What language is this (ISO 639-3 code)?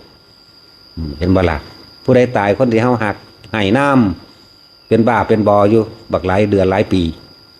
tts